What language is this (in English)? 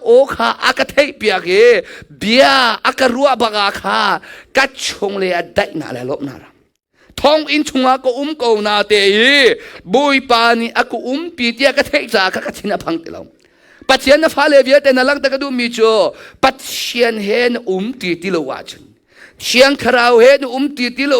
Hakha Chin